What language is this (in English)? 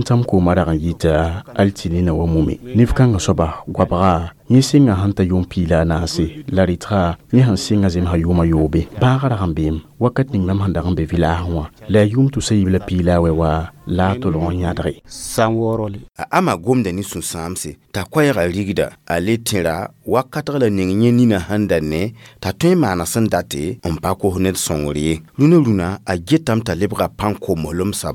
Mossi